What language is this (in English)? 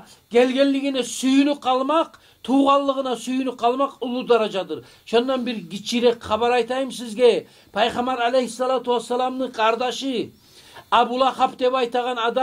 Kumyk